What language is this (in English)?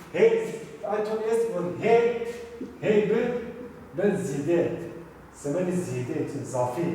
Zaza